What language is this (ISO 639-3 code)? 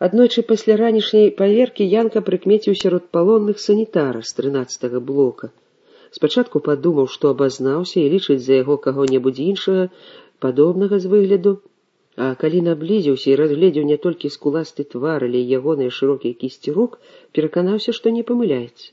bel